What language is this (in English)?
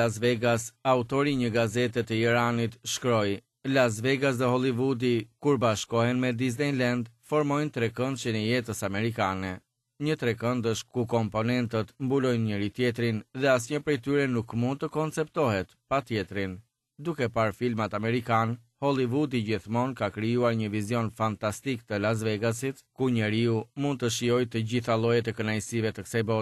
Albanian